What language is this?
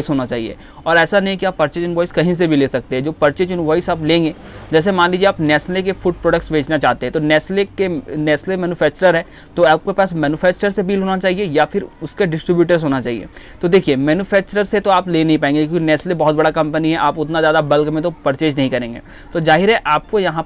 Hindi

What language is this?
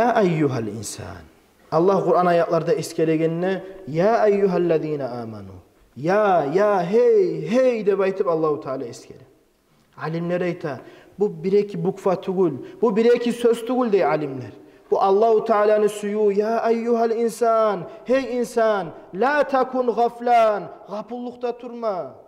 Kumyk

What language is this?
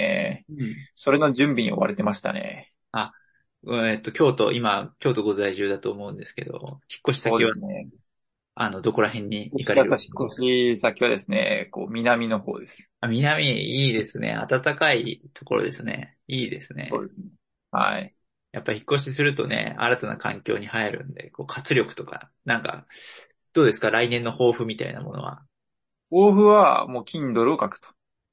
Japanese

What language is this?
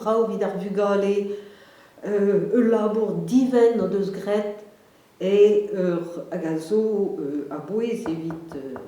Breton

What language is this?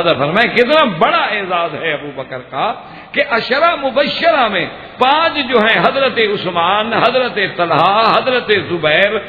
Urdu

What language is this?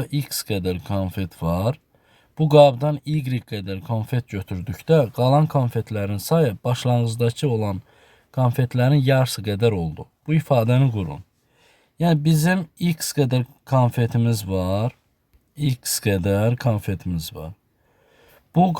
Azerbaijani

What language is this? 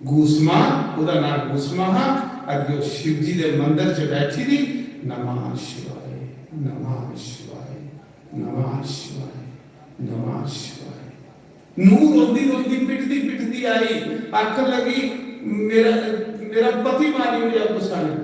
Dogri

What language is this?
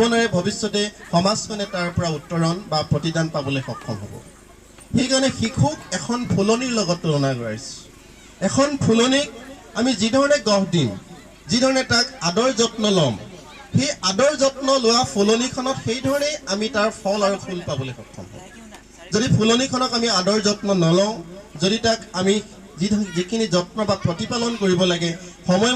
Assamese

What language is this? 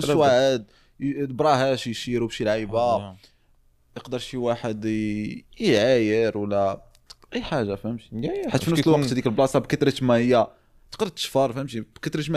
Moroccan Arabic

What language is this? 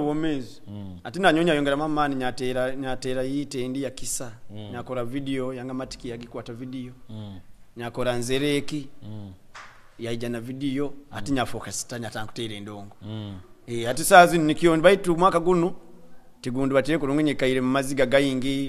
Nyoro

